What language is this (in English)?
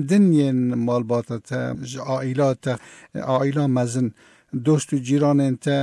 Kurdish